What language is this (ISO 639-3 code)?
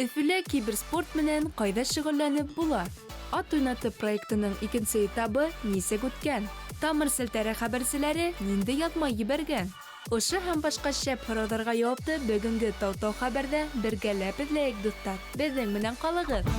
bak